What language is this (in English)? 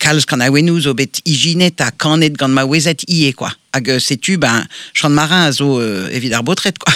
Breton